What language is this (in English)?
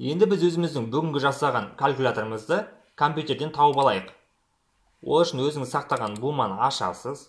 Kazakh